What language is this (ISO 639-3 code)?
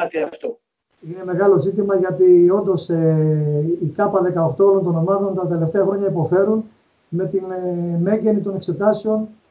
ell